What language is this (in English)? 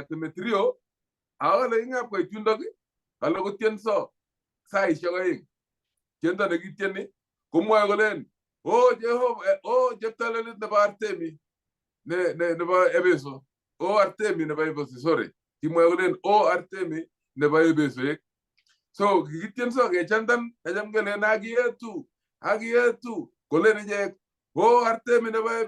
Kalenjin